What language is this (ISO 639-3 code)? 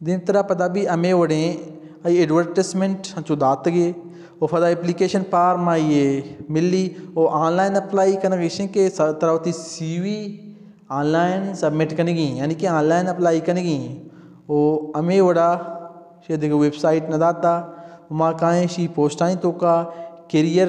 bal